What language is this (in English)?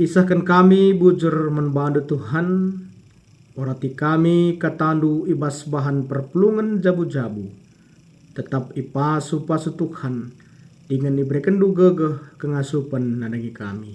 Batak Karo